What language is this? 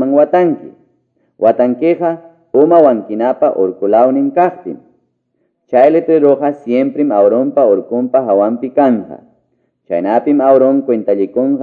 Ayacucho Quechua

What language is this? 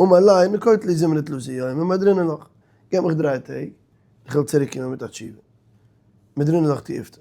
Yiddish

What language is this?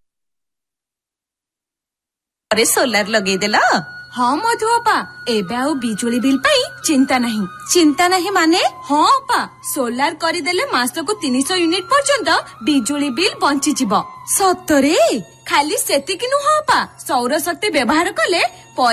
Odia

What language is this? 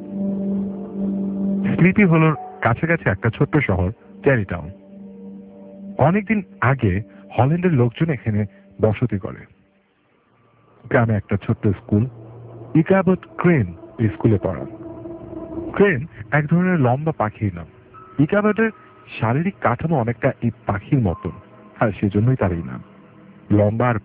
Bangla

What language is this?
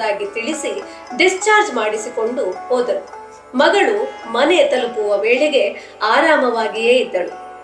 Kannada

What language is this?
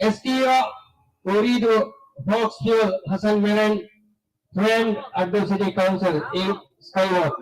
Divehi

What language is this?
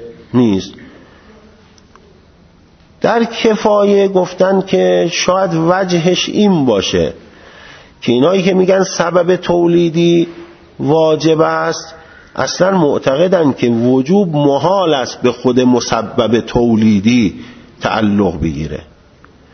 Persian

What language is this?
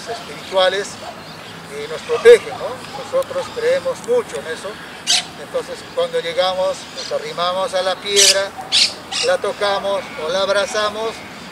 Spanish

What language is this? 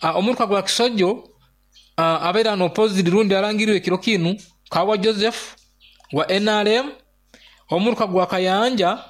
Nyoro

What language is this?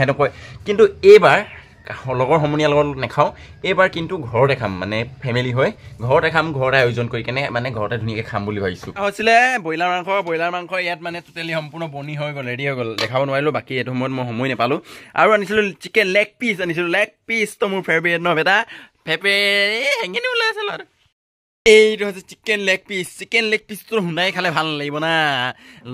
Assamese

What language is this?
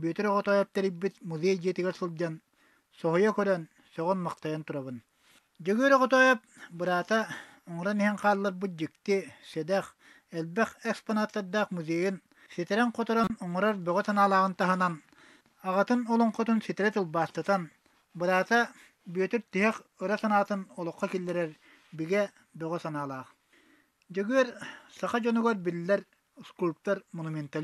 Yakut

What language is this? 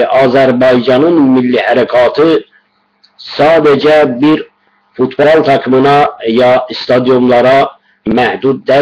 South Azerbaijani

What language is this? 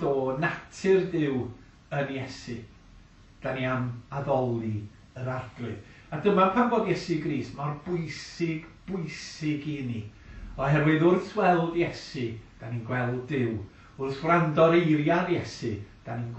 Welsh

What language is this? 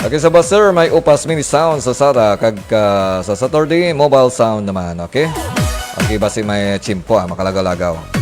Hiligaynon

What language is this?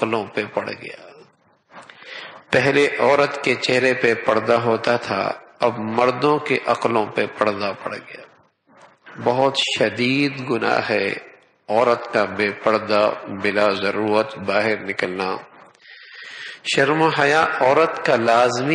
Urdu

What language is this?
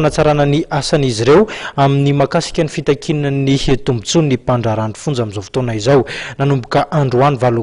Malagasy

